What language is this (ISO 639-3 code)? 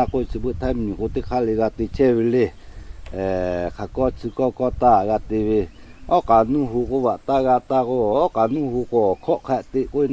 lhu